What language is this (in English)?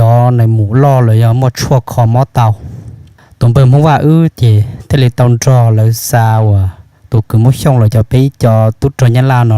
Hmong